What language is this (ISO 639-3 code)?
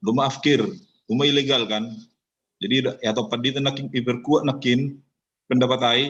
bts